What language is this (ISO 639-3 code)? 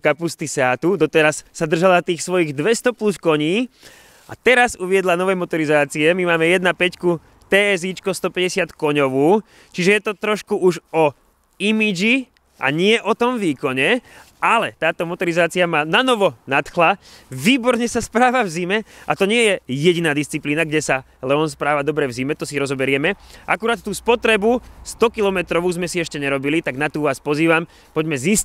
slk